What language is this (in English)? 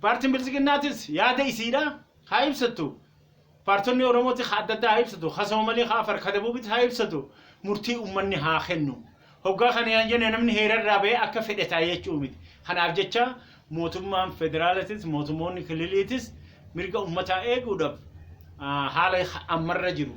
Oromo